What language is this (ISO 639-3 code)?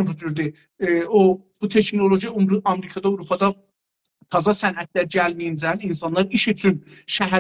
azb